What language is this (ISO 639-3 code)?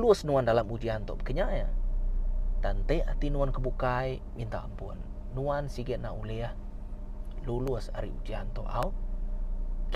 iba